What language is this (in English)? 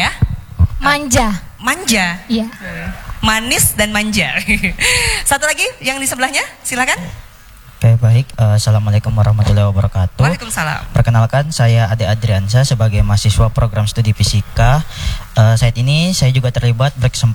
Indonesian